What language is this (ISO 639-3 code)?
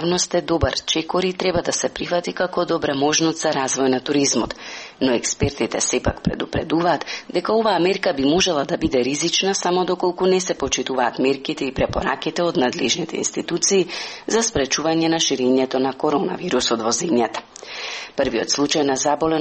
mkd